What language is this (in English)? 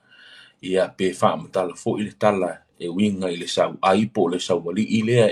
Samoan